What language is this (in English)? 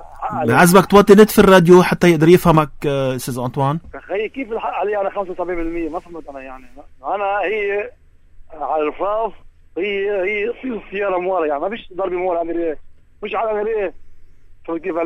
North Levantine Arabic